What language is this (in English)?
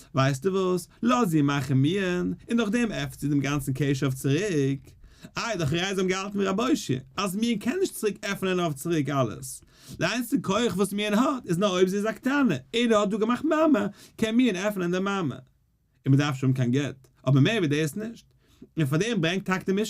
Yiddish